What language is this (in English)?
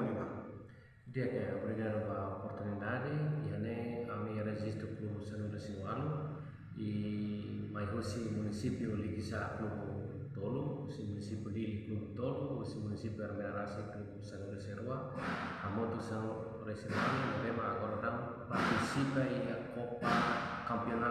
Tetum